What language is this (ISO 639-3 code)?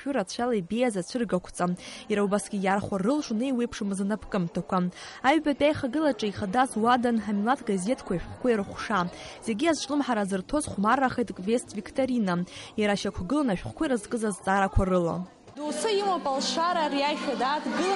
abk